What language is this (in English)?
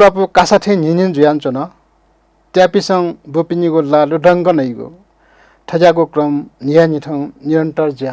Newari